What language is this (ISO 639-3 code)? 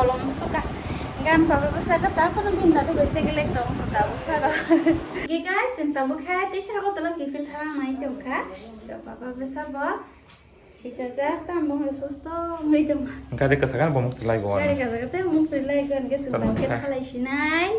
trp